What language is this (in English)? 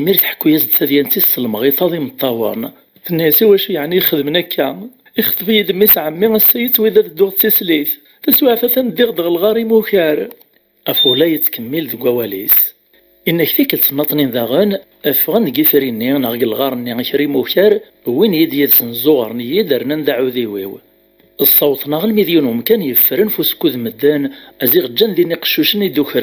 Kabyle